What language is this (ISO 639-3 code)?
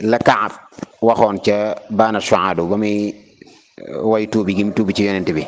wol